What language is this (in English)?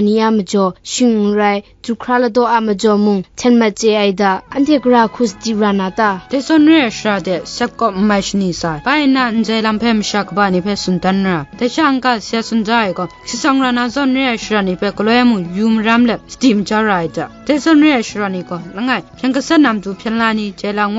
Kachin